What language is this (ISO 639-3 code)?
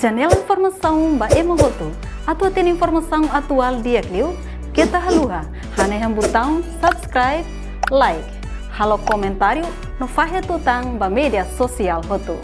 tet